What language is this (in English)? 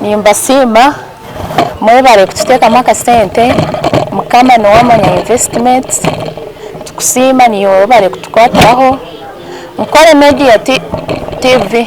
Nyankole